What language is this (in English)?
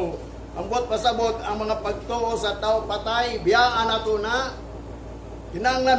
Cebuano